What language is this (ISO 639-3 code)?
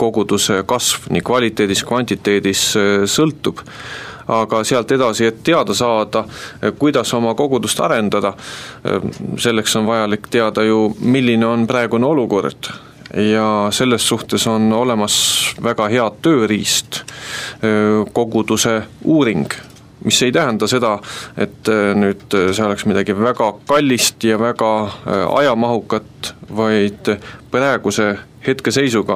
est